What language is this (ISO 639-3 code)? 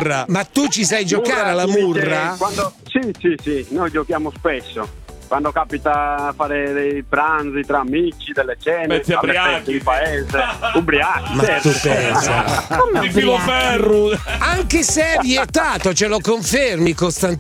ita